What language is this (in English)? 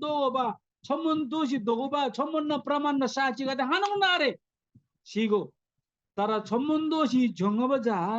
Eastern Tamang